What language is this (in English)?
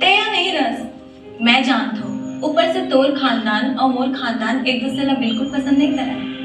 Chhattisgarhi